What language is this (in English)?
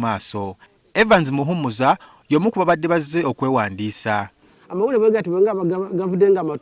Ganda